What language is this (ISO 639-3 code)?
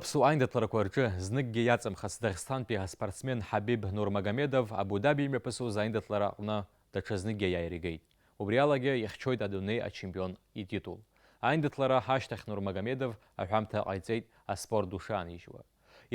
abk